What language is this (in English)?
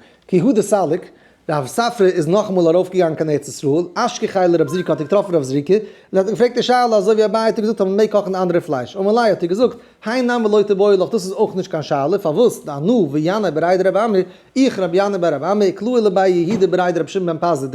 Yiddish